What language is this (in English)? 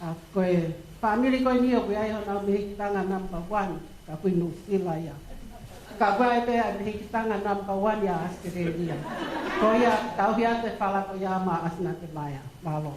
Tongan